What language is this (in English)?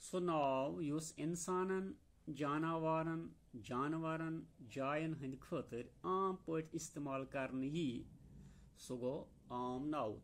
Kashmiri